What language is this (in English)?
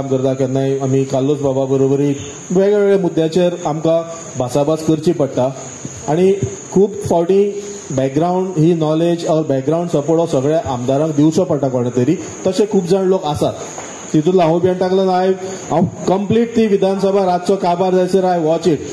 Konkani